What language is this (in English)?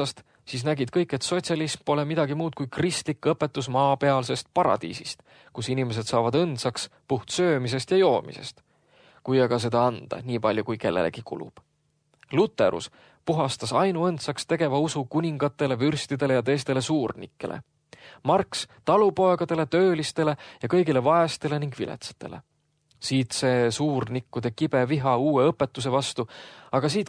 Estonian